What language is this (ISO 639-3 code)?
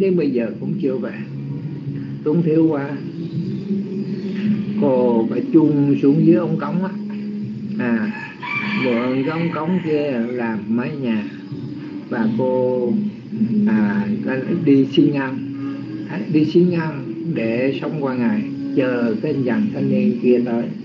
vie